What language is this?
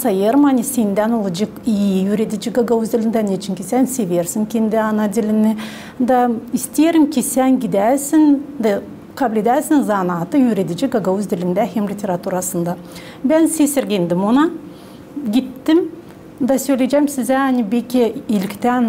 Gagauz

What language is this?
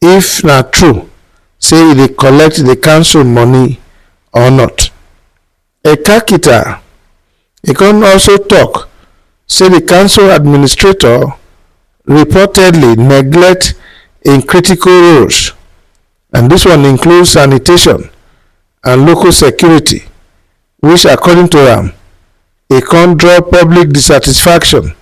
Nigerian Pidgin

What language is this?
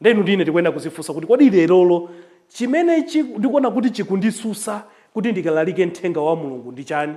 Nyanja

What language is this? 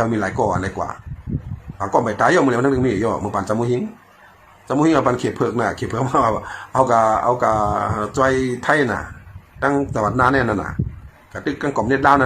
Shan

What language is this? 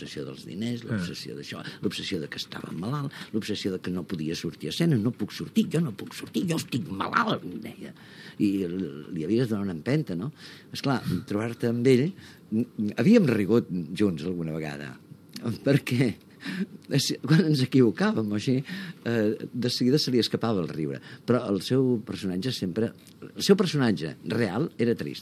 Catalan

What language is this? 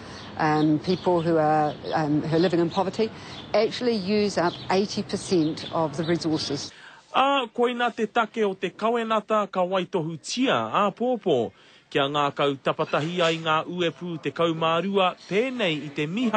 Māori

